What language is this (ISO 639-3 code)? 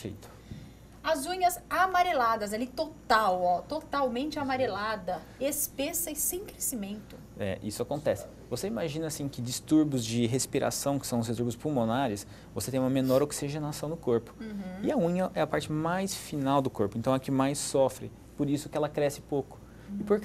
por